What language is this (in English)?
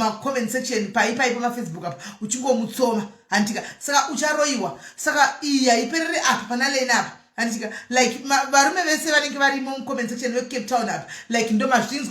Shona